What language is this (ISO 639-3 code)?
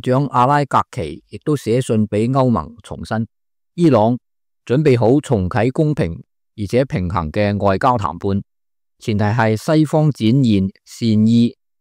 yue